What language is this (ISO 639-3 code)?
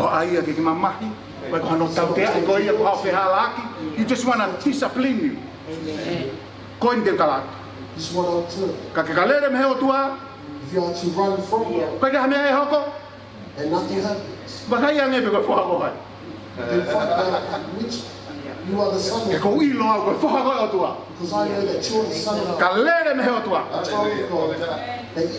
ton